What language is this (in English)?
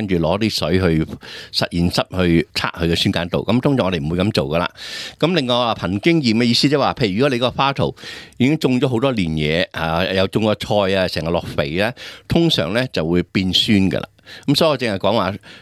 Cantonese